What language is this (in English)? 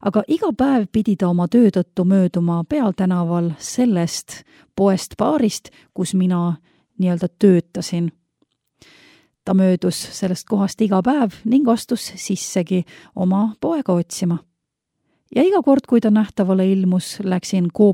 Estonian